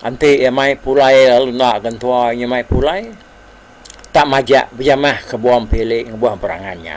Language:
Iban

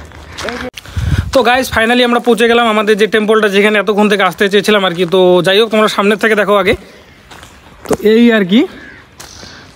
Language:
Bangla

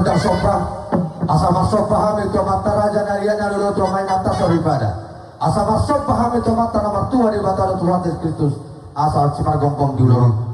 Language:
Batak Toba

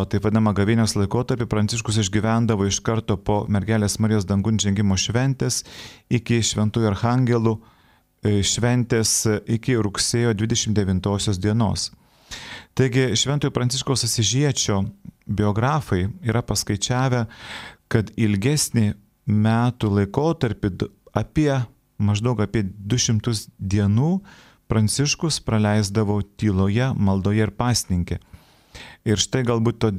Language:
Lithuanian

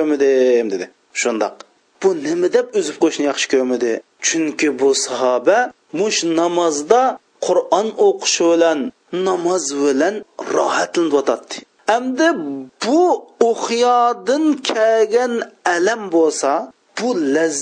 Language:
Uyghur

